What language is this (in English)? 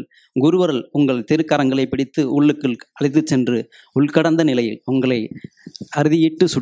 Tamil